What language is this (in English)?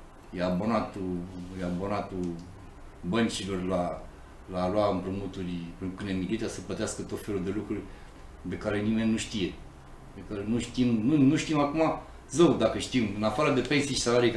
Romanian